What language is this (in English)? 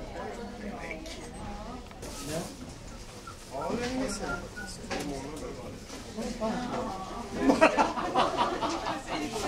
Swedish